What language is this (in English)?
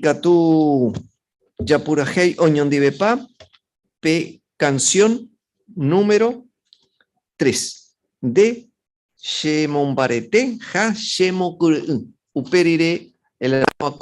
Guarani